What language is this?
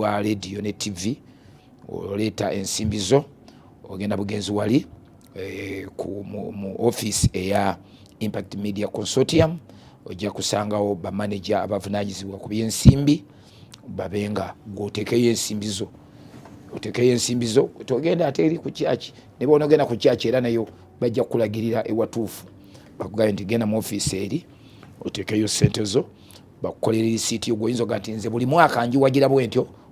Ganda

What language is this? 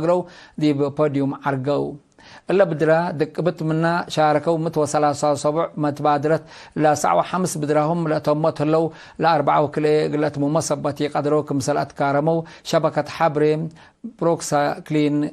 Tigre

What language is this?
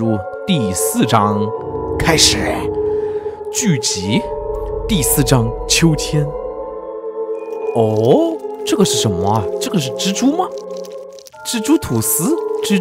Chinese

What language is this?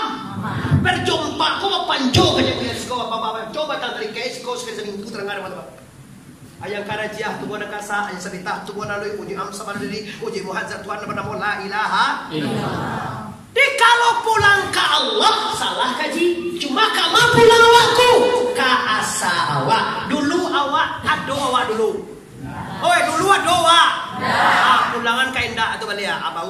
Minangkabau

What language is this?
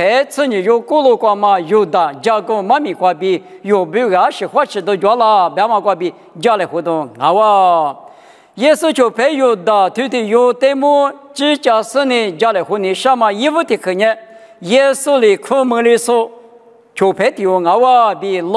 Lisu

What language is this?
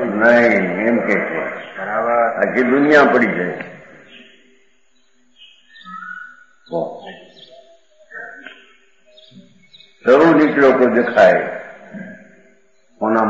Gujarati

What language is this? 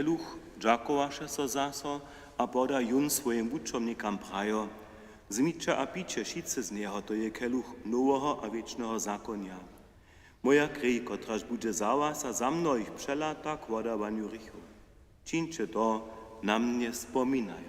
Upper Sorbian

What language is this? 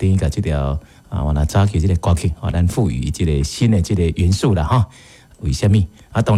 Min Nan Chinese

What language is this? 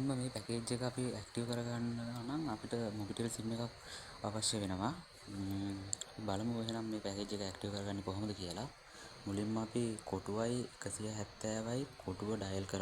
Sinhala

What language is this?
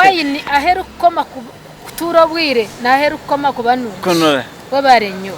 Nyankole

